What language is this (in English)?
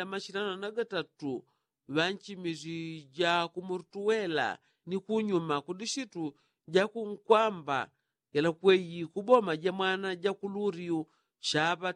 Yao